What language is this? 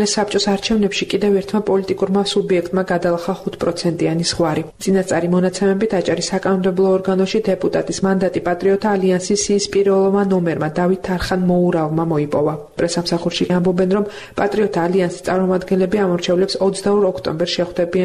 Georgian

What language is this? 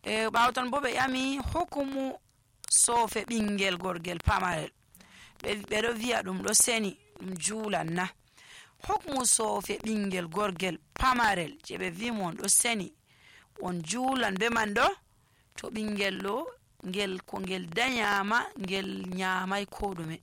Nigerian Fulfulde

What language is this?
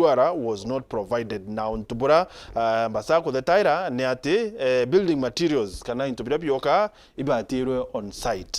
Meru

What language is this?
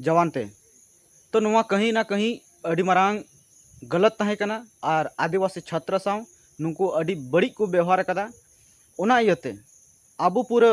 Santali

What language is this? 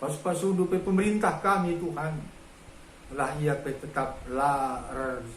Batak Karo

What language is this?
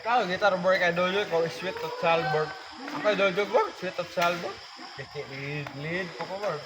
Cebuano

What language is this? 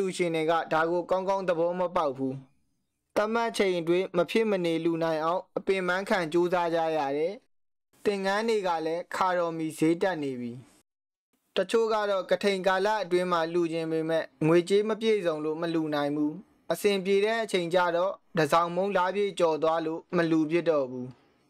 Burmese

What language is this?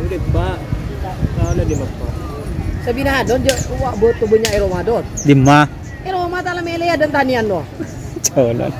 Madurese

